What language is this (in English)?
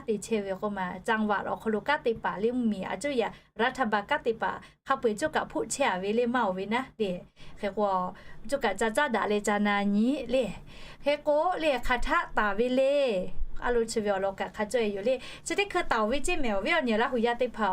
Lahu